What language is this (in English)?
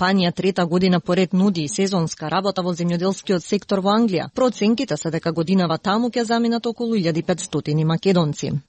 Macedonian